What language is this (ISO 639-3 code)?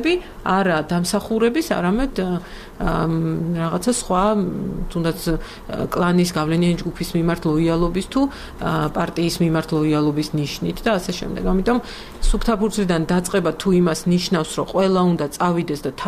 kat